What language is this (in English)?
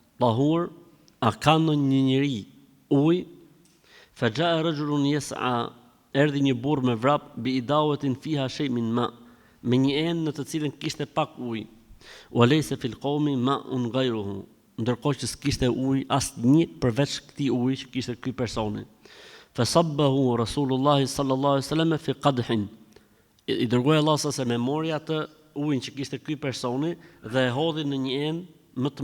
Albanian